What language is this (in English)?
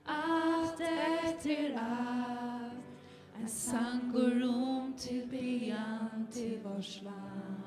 Faroese